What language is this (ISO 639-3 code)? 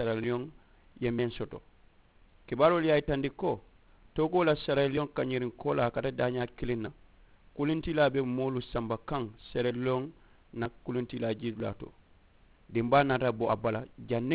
man